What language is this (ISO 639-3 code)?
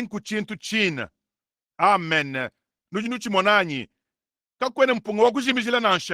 lua